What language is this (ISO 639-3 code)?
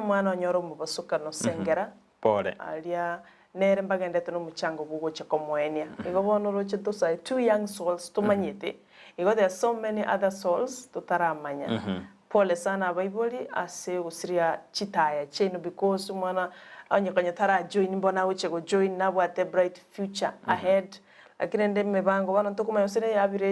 guz